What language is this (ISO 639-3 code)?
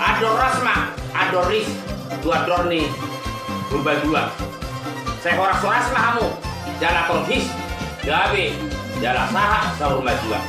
bbc